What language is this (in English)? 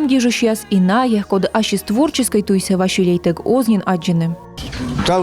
Komi